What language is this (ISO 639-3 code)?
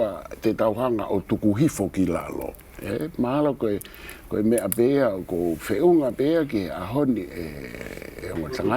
ton